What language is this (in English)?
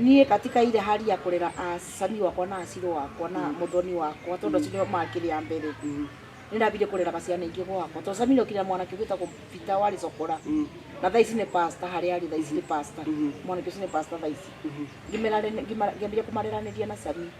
Kikuyu